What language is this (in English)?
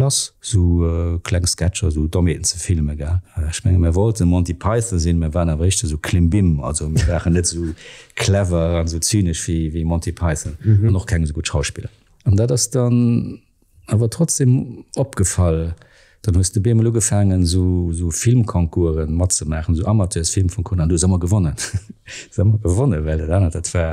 Luxembourgish